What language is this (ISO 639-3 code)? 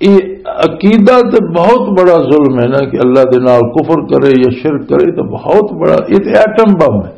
lah